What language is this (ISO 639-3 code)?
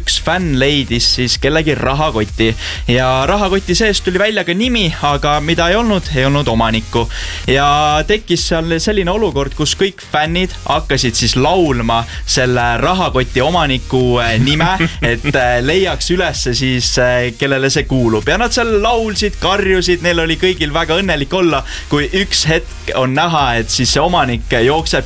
est